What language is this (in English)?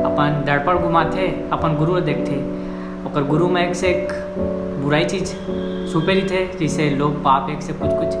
Chhattisgarhi